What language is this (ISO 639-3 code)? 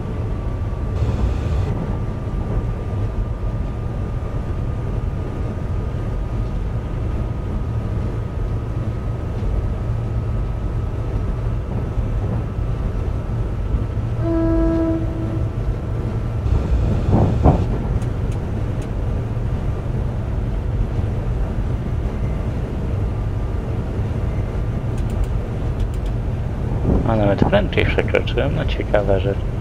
pol